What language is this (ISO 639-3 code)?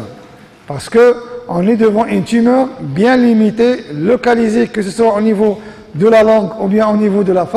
fra